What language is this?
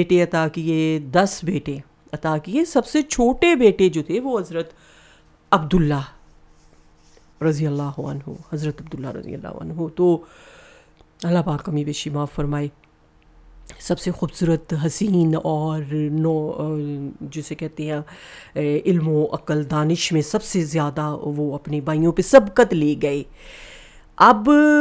Urdu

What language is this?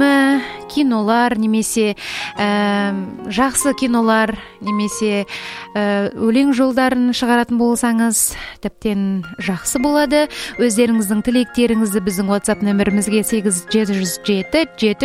Kazakh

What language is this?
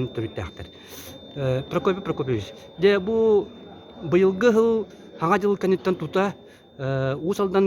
Yakut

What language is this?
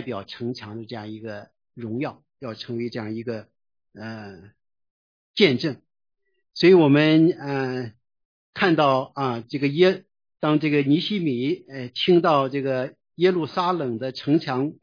Chinese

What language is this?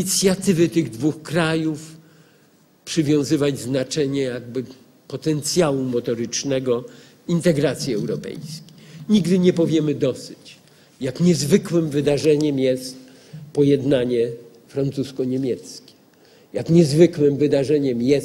Polish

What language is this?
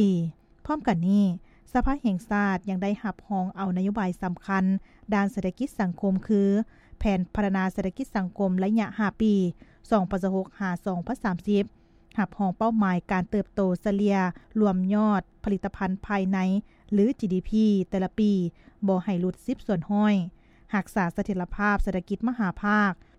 Lao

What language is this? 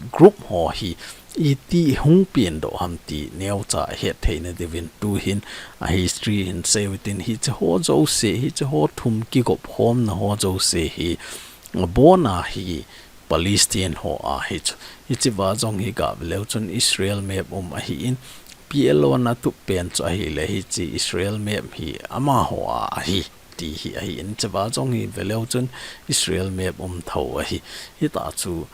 Thado Chin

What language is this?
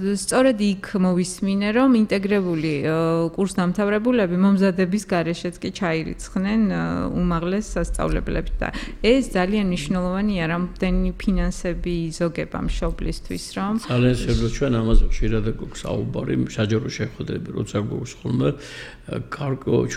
Georgian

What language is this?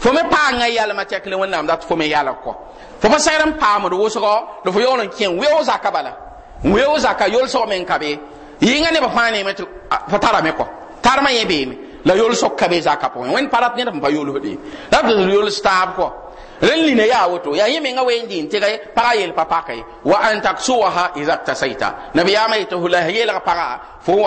Mossi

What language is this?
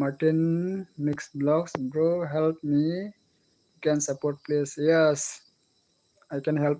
Karbi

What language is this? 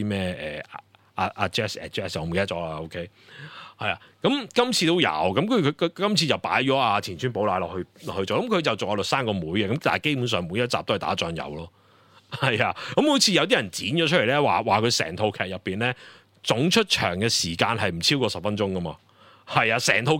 Cantonese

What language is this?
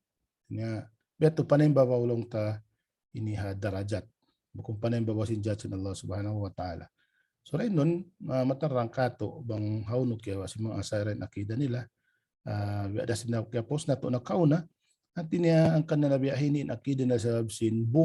Tausug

